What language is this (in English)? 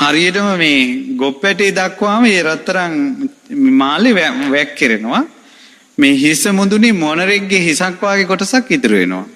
Sinhala